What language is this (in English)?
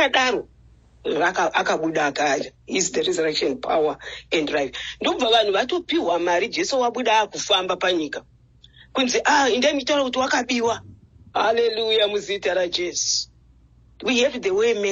Shona